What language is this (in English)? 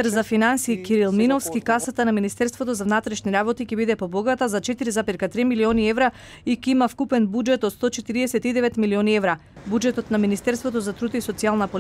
Macedonian